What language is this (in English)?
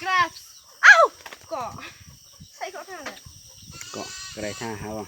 Riang (India)